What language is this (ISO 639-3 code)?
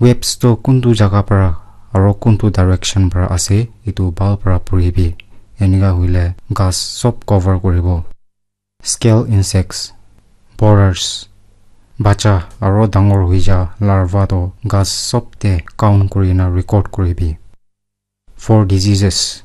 nag